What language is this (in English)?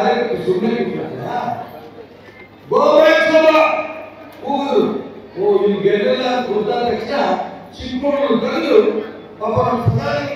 Kannada